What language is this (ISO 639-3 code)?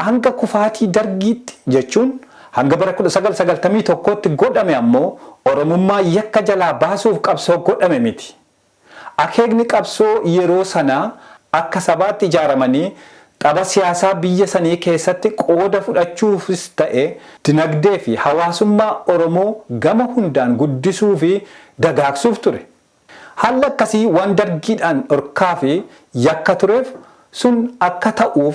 orm